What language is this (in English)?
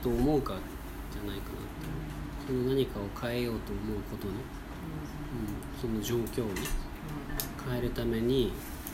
Japanese